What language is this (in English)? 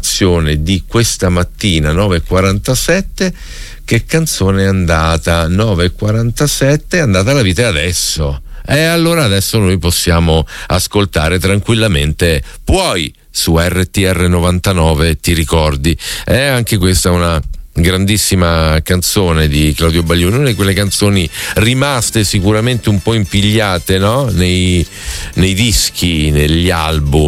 Italian